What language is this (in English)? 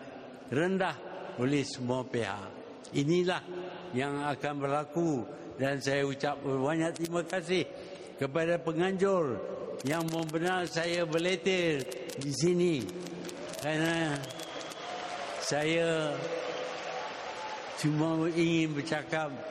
Malay